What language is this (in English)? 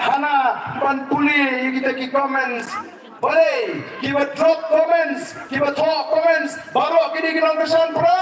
Khasi